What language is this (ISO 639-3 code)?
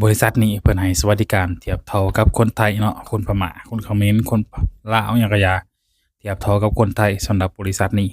lao